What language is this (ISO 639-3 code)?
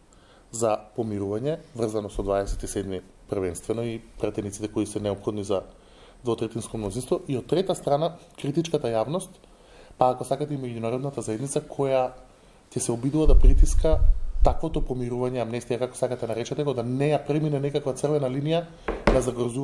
mkd